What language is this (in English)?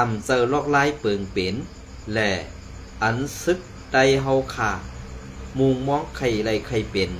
Shan